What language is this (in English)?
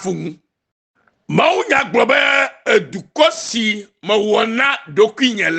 Ewe